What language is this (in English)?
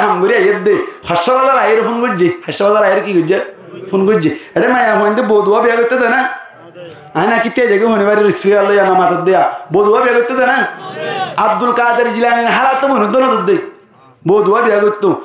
Rohingya